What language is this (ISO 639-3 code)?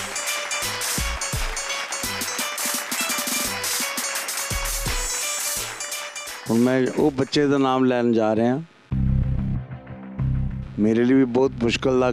pan